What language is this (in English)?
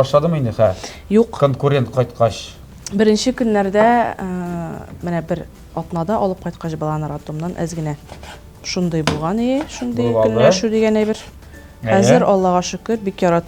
Tatar